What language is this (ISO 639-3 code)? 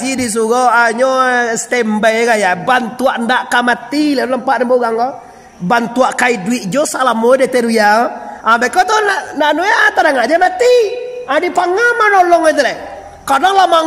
min